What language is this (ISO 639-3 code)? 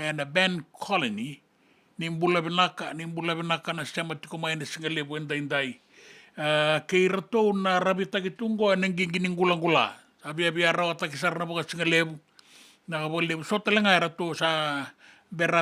fij